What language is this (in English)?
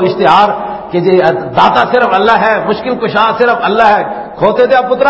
Western Panjabi